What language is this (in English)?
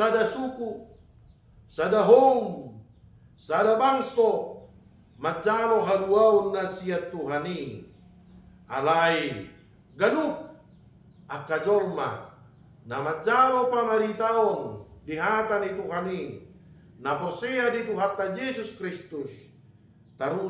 Batak Toba